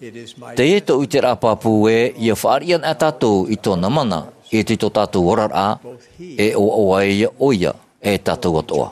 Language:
Tahitian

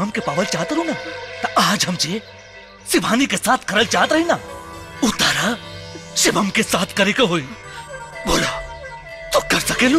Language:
Bhojpuri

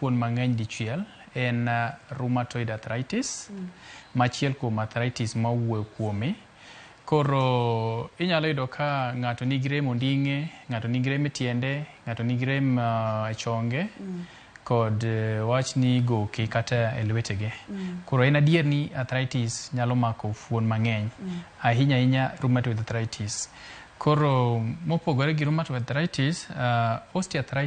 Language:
Luo (Kenya and Tanzania)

